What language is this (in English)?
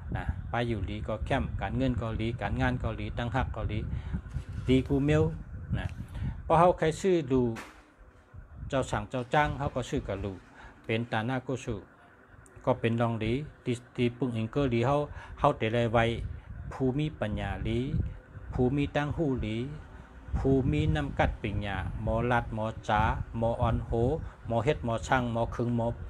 Shan